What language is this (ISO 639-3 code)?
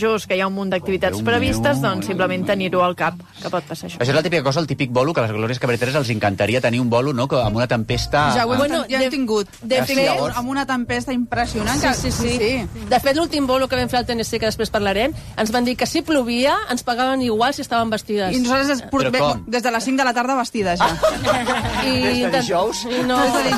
cat